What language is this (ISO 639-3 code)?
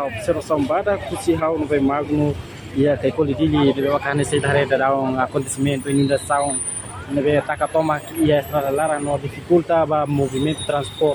tet